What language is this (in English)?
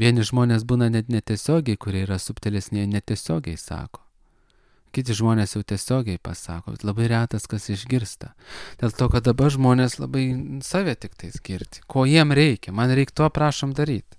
Lithuanian